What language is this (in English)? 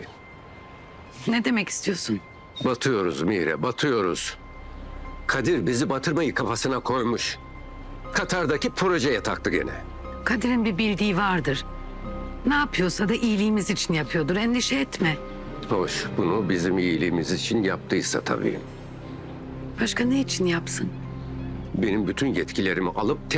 Turkish